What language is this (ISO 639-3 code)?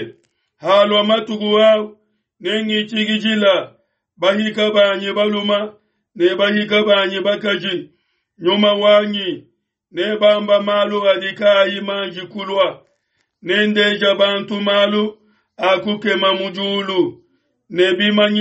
lua